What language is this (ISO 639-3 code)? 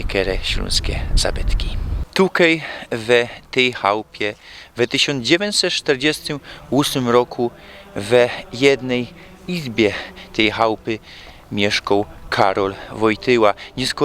szl